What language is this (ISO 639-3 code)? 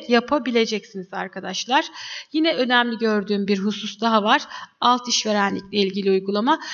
tur